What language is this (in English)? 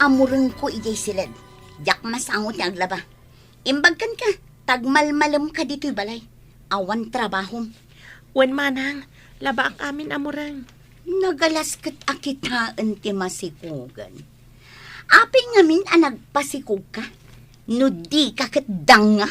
Iloko